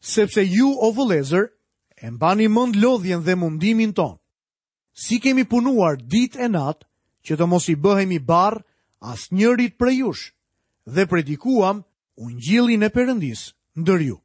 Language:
Albanian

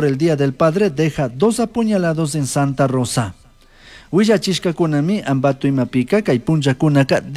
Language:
Chimborazo Highland Quichua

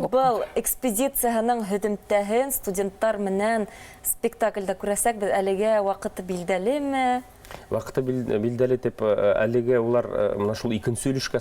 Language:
Bashkir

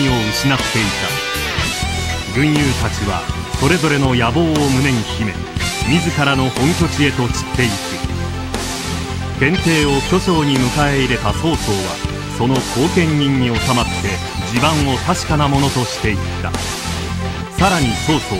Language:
Japanese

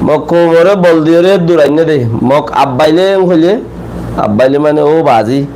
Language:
Rohingya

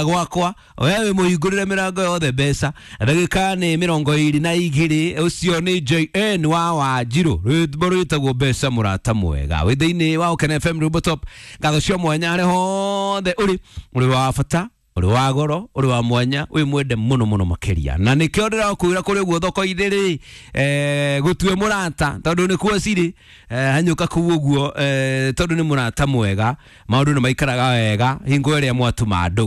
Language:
Kikuyu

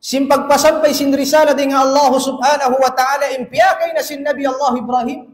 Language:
Tausug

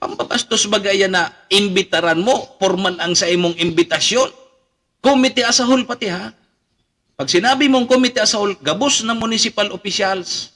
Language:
Bikol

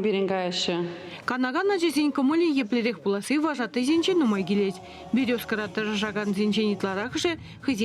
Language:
Chuvash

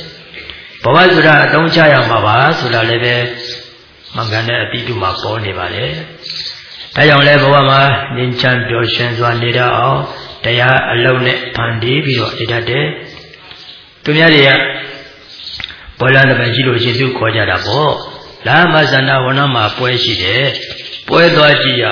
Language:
Burmese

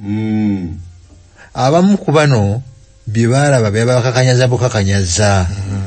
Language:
Ganda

